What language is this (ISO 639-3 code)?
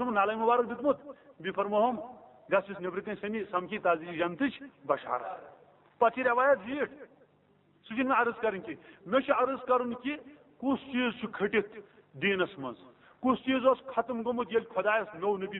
kas